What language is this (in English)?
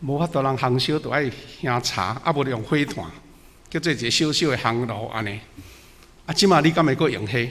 Min Nan Chinese